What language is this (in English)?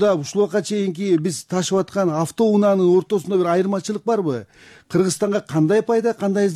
Kyrgyz